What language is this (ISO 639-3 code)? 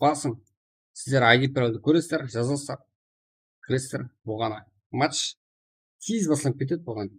kaa